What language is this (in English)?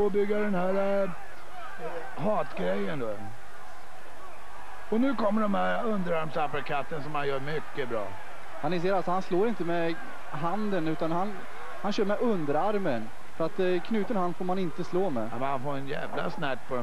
Swedish